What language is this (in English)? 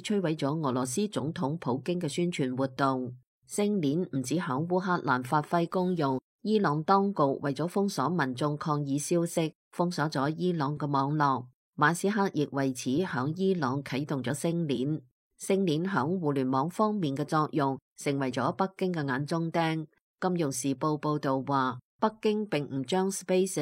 Cantonese